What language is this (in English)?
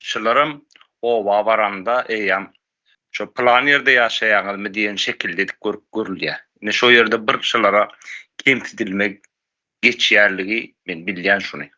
Turkmen